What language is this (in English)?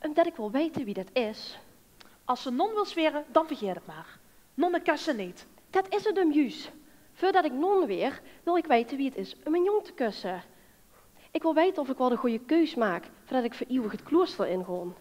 Limburgish